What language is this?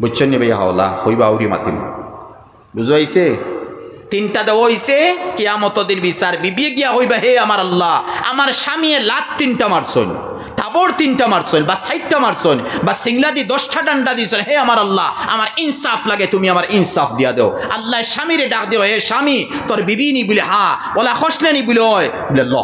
Sylheti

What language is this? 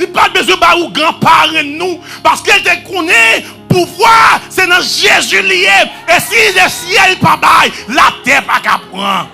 Haitian Creole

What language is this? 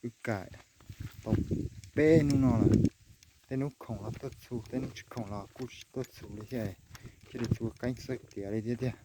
Hmong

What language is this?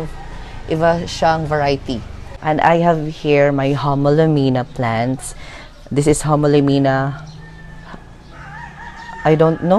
Filipino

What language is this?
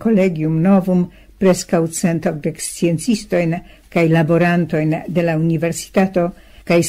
Esperanto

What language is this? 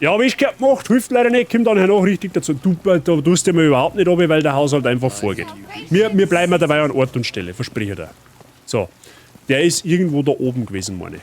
Bavarian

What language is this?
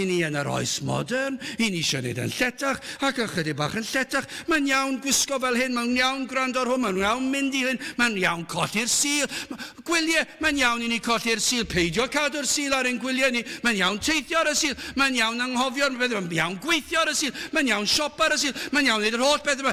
Welsh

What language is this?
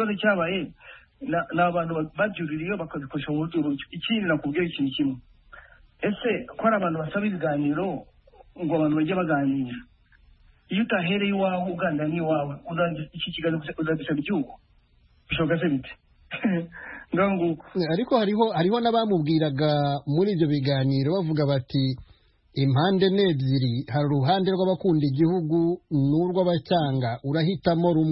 Kinyarwanda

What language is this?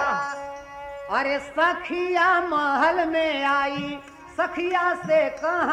Bhojpuri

